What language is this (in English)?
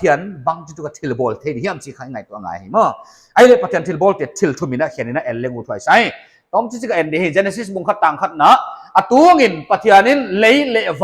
Paite Chin